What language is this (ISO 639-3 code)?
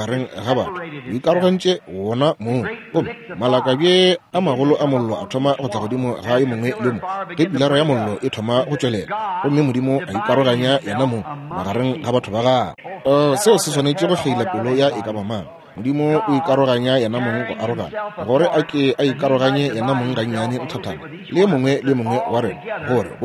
nso